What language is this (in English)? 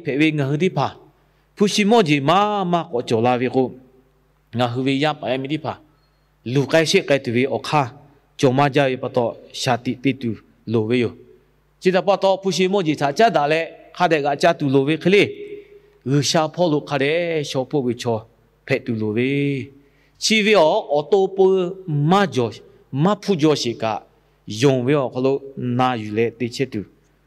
Lahu